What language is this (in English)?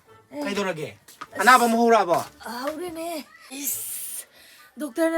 Manipuri